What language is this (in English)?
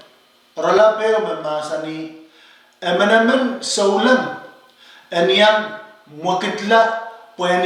Pohnpeian